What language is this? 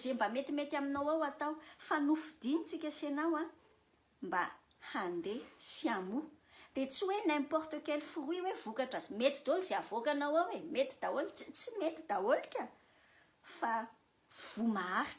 Malagasy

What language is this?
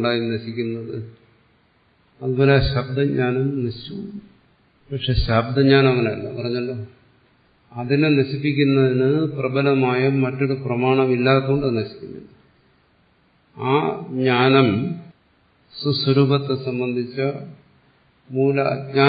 Malayalam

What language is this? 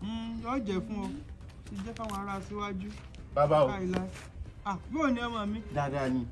Yoruba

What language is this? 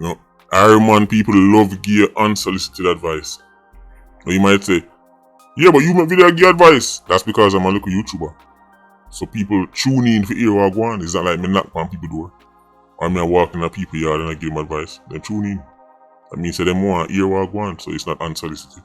Jamaican Creole English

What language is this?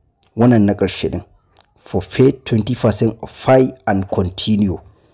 Hausa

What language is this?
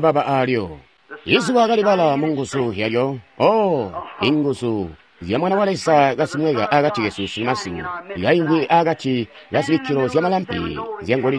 Tonga (Zambia)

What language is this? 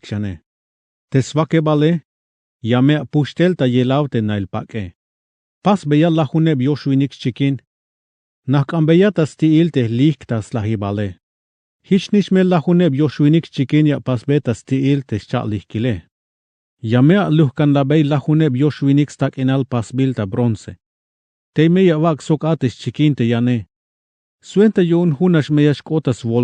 Tzeltal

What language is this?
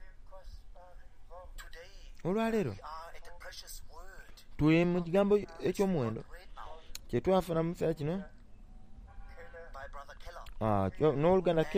Soga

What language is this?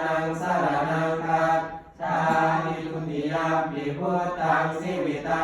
Pali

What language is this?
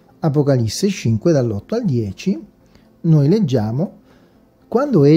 Italian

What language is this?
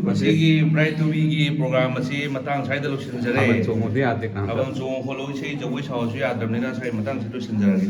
Manipuri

